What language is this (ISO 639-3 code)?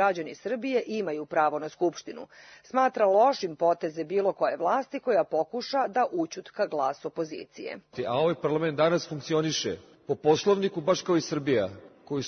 srp